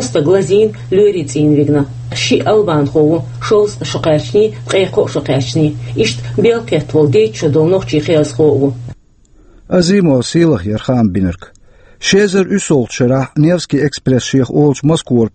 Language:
Chechen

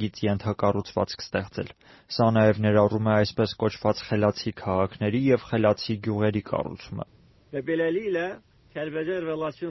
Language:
Armenian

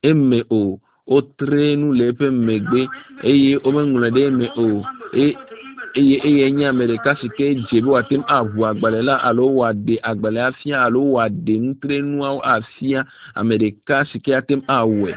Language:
Ewe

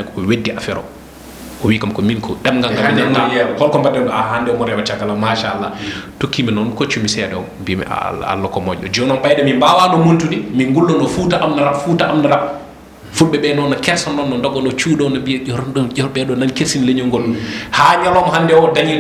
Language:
Fula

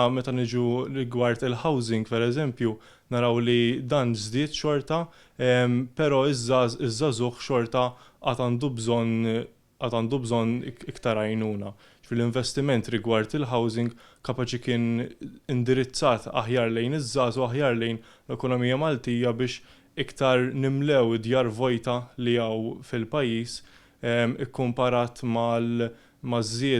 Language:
Maltese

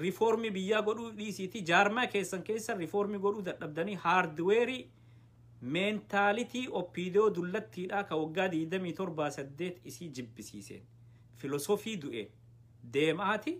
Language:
Oromo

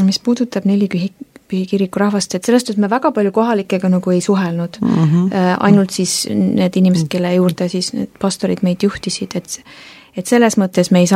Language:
Estonian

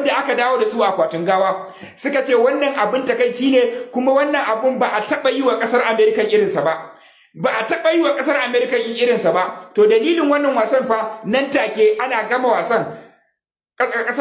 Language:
Hausa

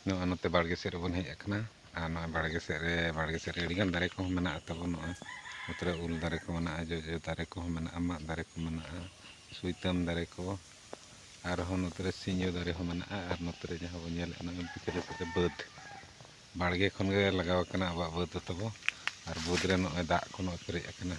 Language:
Santali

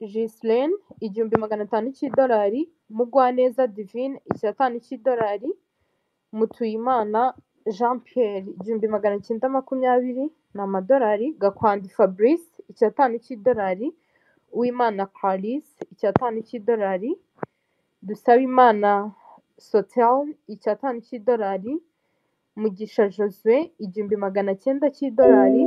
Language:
Kinyarwanda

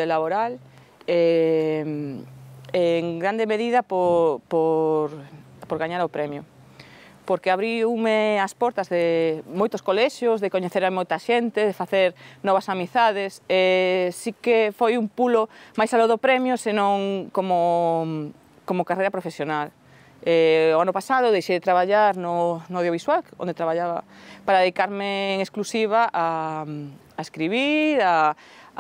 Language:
Galician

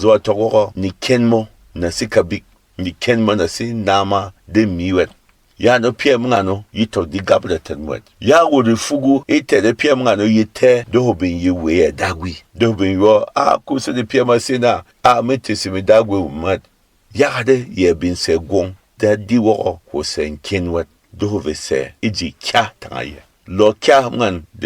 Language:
Berom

